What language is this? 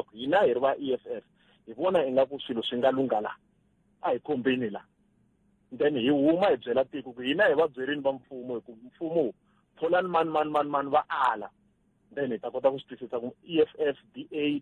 Tsonga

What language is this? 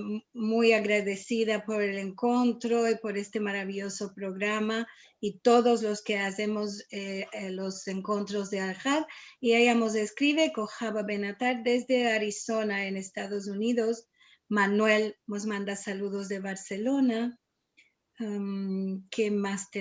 Ladino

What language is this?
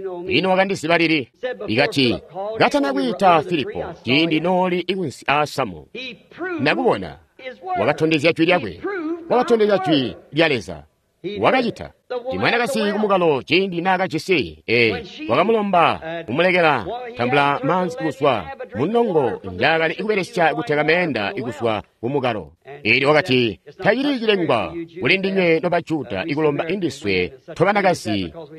Tonga (Zambia)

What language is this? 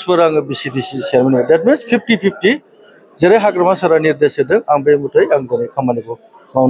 Bodo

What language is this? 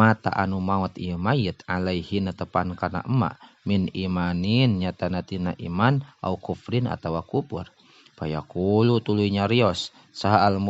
Sundanese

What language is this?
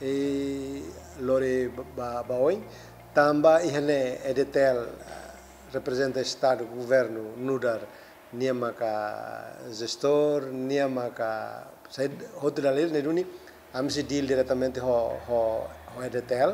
Tetum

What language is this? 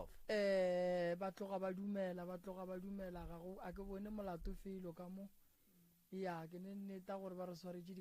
Northern Sotho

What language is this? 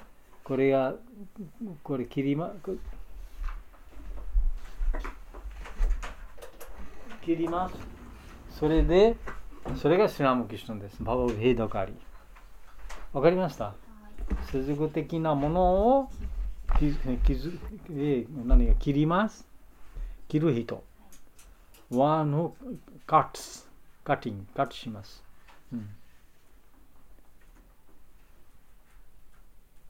Japanese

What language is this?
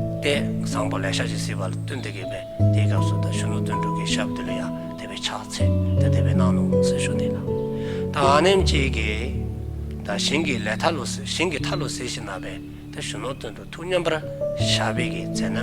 Dzongkha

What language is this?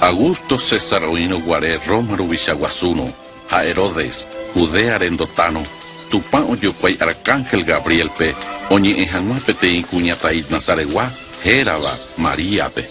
Guarani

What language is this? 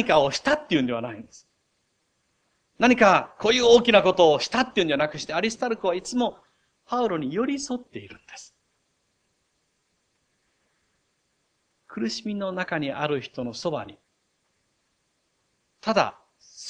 Japanese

